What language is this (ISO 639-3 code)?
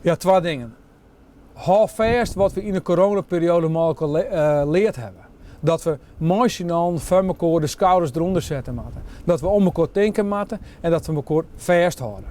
fry